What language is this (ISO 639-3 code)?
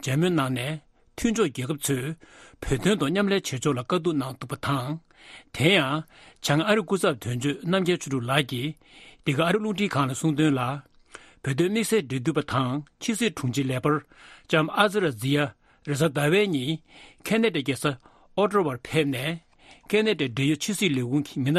bod